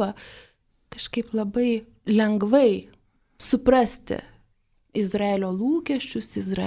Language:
Lithuanian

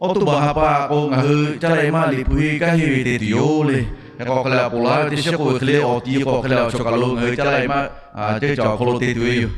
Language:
Lahu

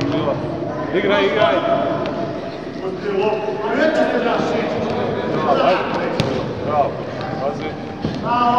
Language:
Croatian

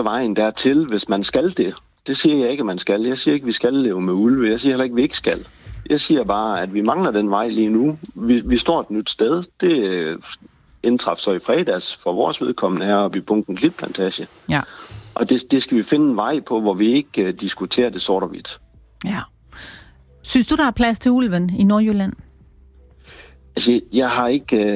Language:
Danish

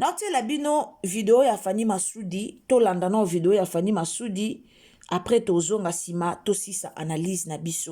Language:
Lingala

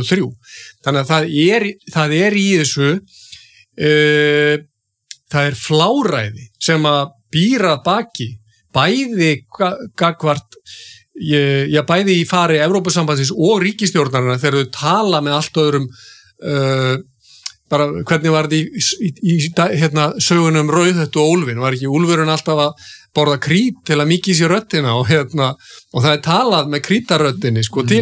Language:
Icelandic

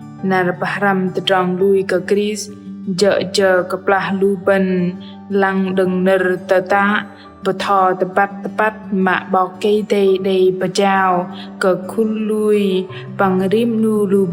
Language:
Bahnar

